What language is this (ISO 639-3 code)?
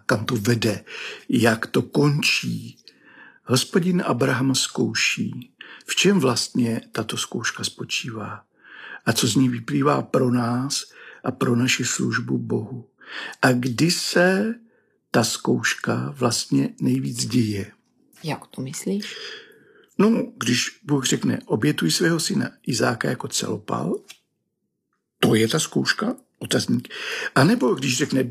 ces